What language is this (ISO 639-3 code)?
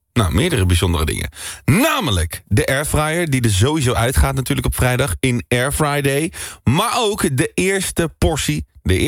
nld